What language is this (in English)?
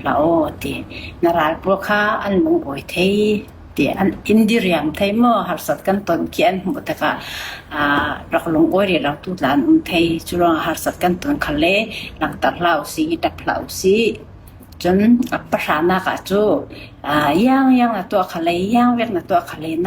Falam Chin